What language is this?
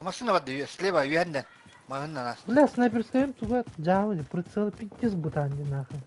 Yakut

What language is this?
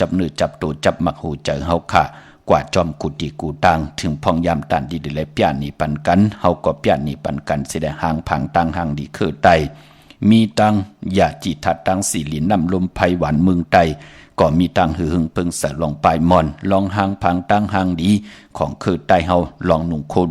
Shan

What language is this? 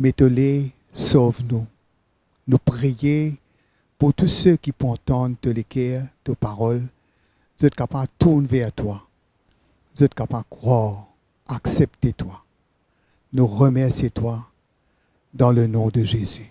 Morisyen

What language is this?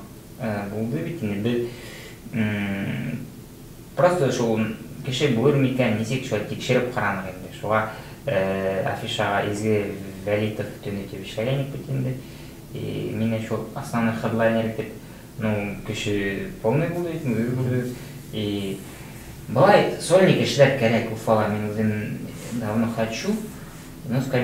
Bashkir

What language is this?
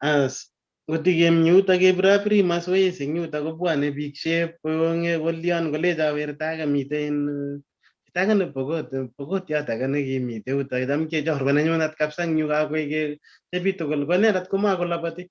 Kalenjin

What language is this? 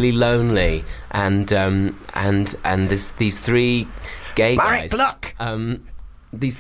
English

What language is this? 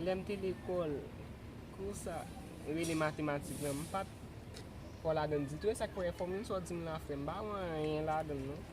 Haitian Creole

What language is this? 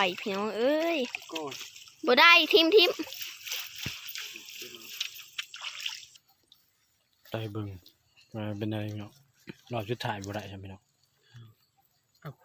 Northeastern Thai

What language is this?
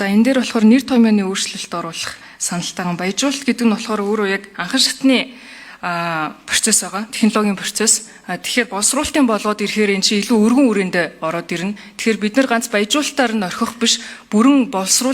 Mongolian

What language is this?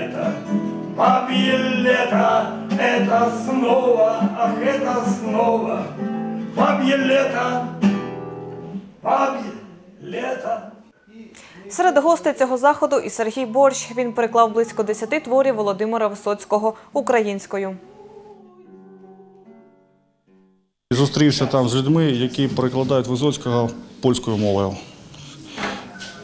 Ukrainian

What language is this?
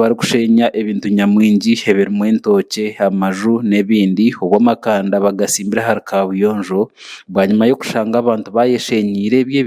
Nyankole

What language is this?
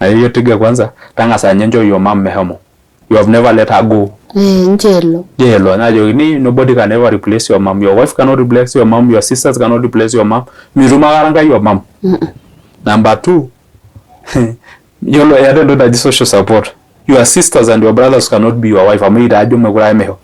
Masai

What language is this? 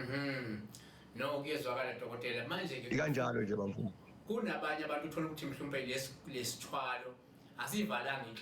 Zulu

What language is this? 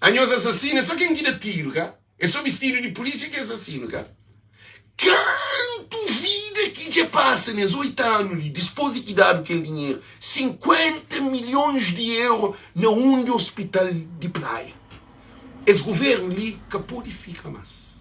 Kabuverdianu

